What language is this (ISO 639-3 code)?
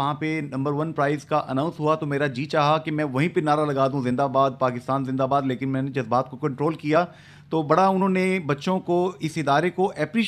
urd